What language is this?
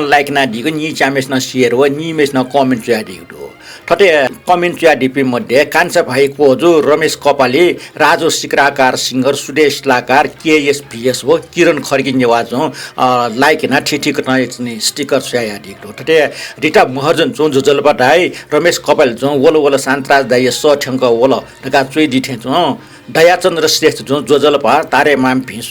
Newari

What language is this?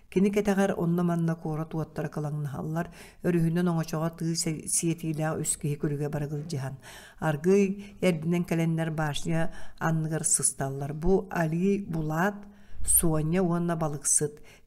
Yakut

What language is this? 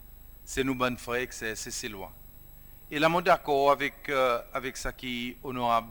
Seselwa Creole French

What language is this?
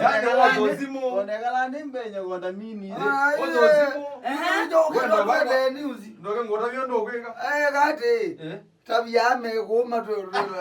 Kamba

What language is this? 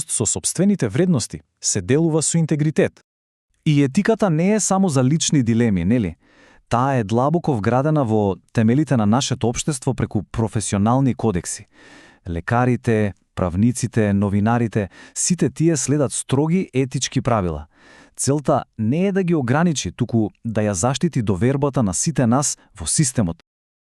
Macedonian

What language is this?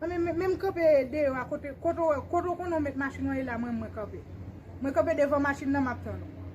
Haitian Creole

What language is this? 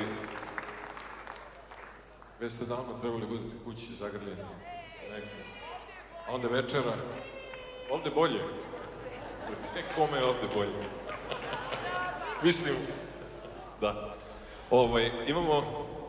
Serbian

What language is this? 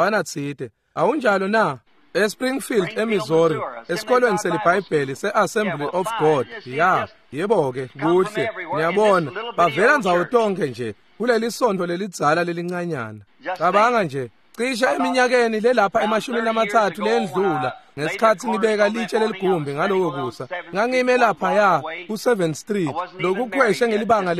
Swati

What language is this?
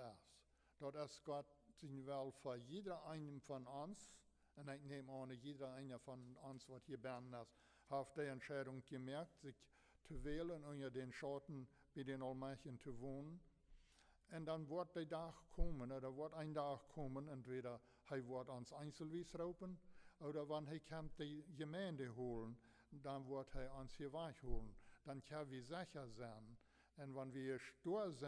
Plautdietsch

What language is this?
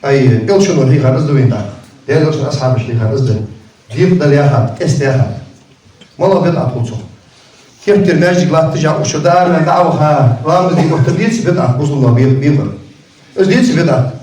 Ingush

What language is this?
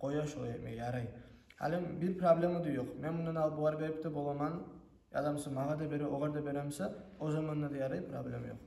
Kumyk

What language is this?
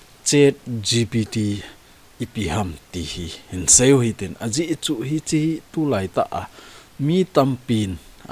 Thado Chin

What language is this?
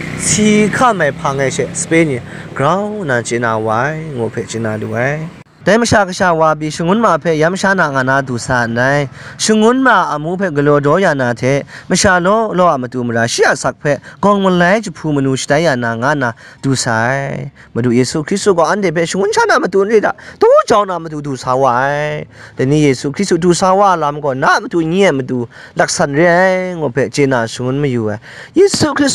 Kachin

